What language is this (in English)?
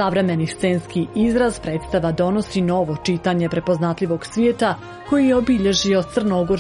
Serbian